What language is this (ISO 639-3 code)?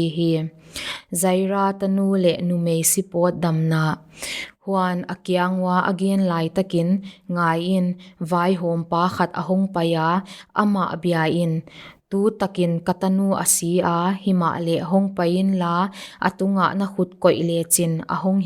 pck